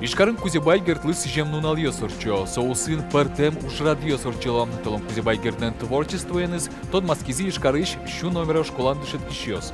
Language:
Udmurt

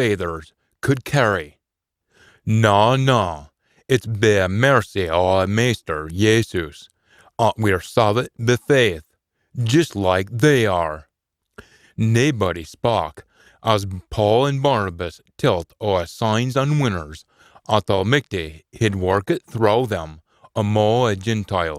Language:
Scots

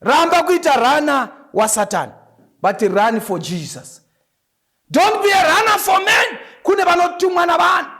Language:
Shona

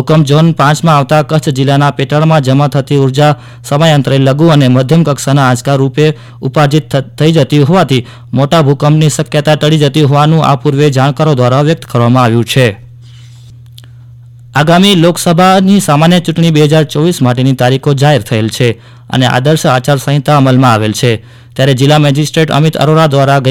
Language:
Gujarati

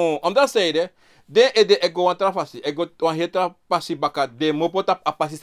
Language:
Sranan Tongo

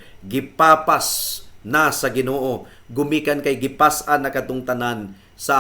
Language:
Cebuano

